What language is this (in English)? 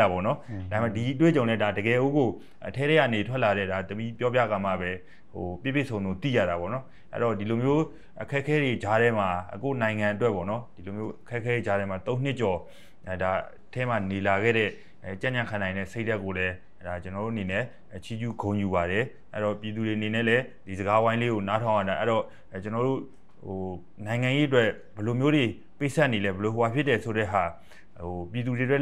Burmese